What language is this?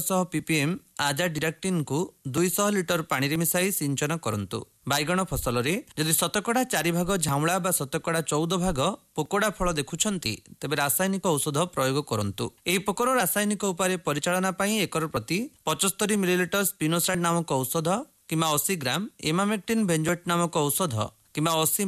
Odia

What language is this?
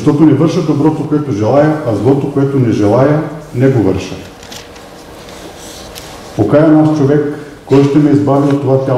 Bulgarian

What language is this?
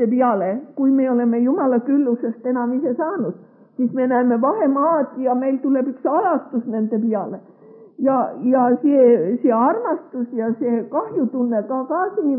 Estonian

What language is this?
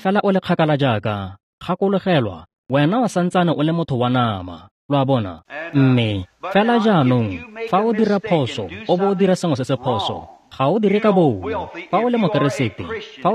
Tswana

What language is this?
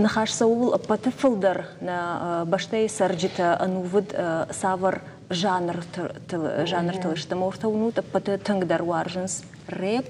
Ossetic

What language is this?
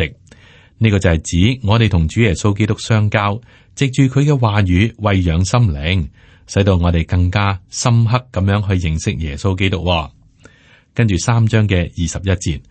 Cantonese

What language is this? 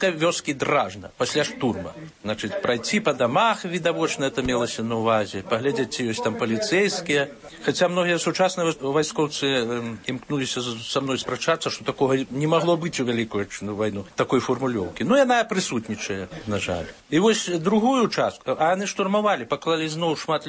Belarusian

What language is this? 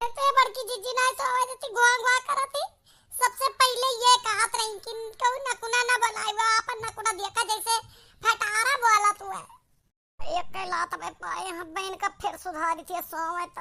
Awadhi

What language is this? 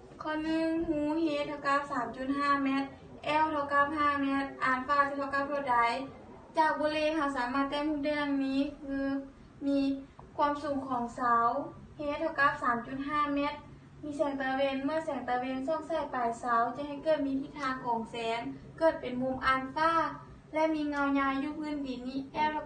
Lao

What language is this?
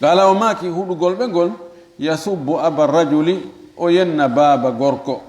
Fula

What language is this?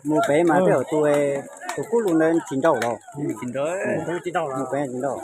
Hmong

